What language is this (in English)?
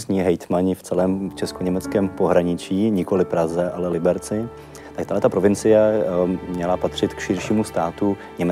Czech